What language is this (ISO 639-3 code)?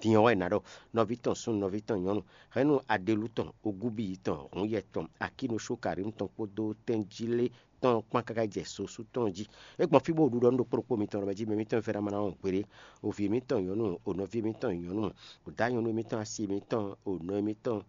fon